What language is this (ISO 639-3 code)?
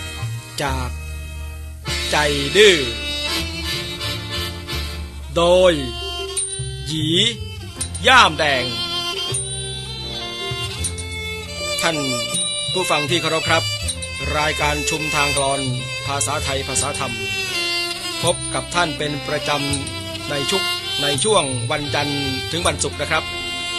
tha